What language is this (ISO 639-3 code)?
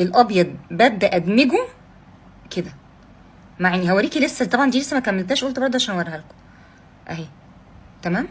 arz